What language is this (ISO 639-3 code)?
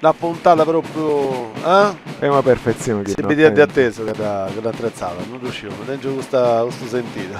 srd